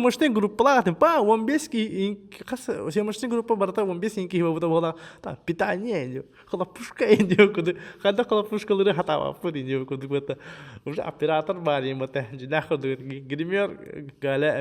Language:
Yakut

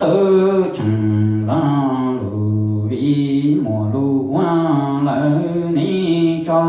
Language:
Hmong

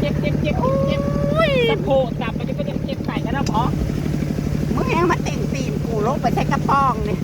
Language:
Northeastern Thai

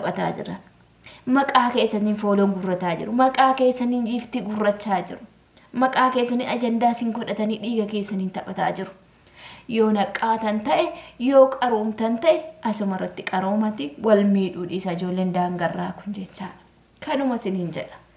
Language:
Oromo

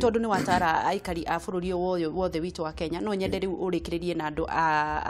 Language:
Kikuyu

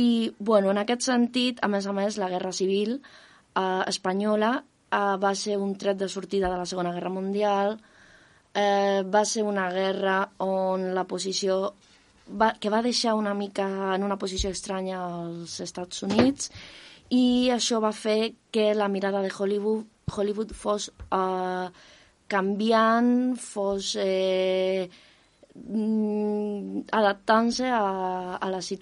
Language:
Catalan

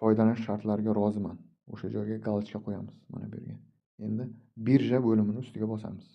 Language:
Uzbek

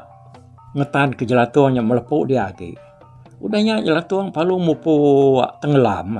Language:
Iban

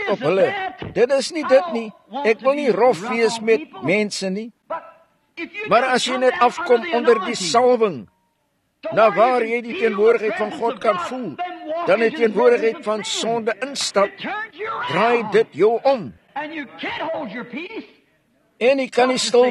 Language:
Afrikaans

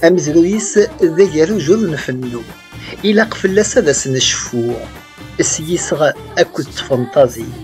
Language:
Kabyle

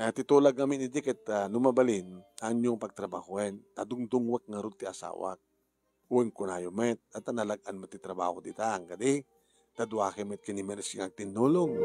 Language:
Iloko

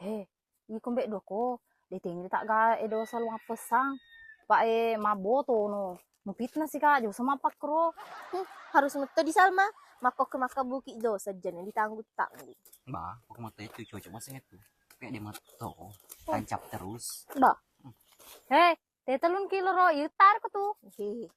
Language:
Buginese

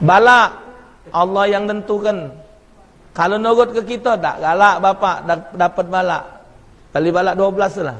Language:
Musi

